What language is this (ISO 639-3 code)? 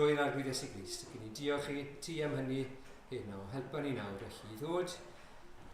cym